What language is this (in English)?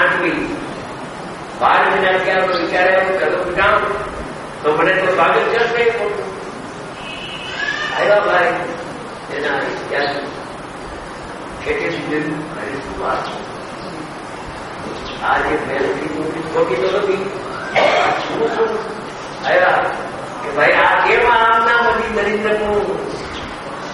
Gujarati